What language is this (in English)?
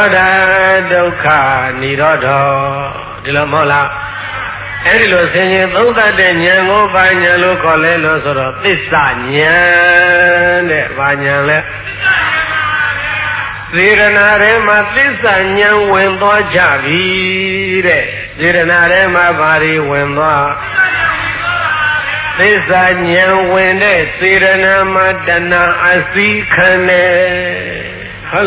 Burmese